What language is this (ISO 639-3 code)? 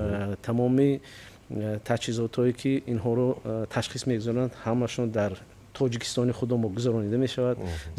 tgk